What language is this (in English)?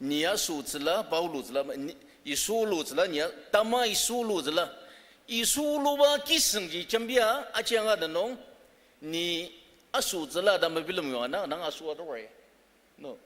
Ao Naga